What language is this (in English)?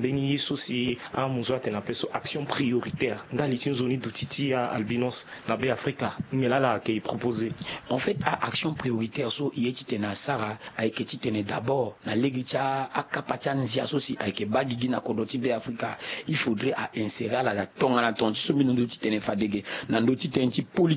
Sango